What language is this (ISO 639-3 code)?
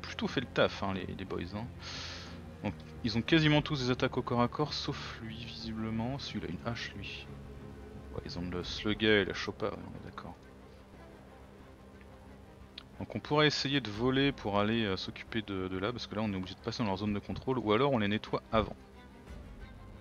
fra